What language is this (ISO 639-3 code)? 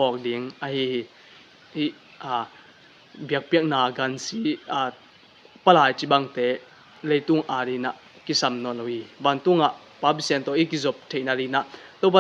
ctd